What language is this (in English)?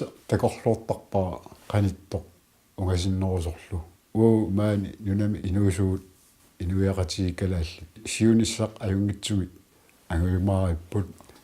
Kalaallisut